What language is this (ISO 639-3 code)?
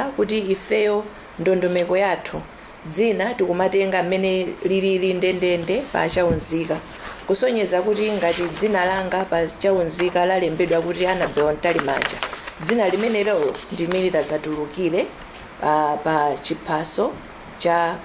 nya